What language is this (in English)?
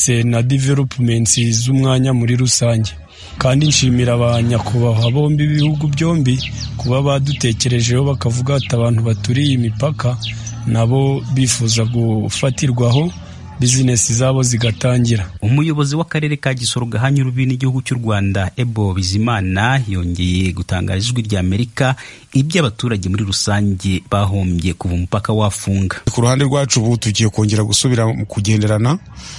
Kinyarwanda